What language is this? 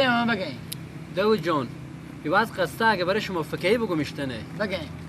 Persian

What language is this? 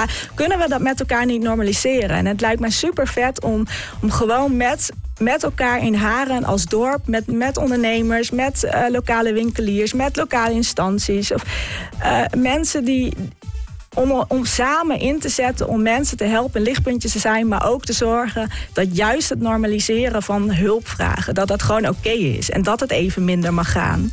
Dutch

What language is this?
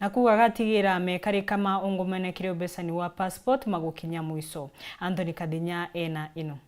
Meru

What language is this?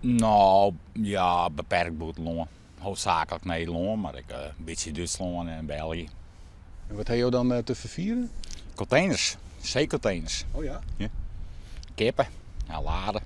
Western Frisian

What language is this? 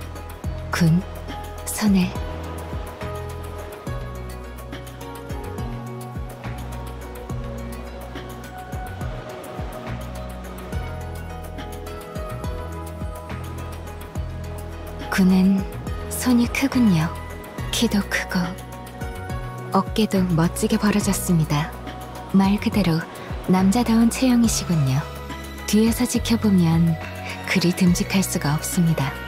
Korean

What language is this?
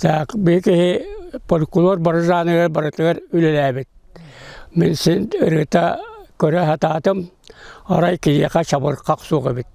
Yakut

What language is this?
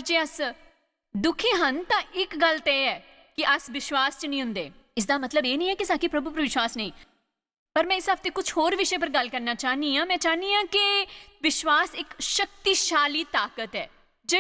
Dogri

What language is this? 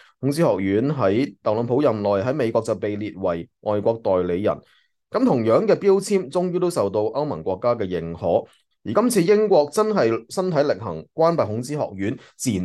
Cantonese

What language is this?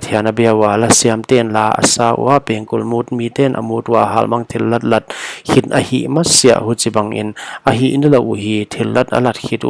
Paite Chin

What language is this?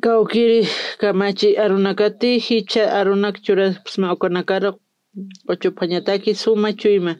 Aymara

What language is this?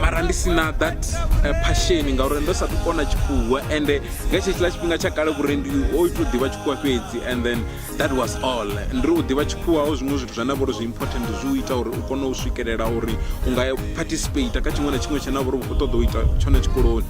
Venda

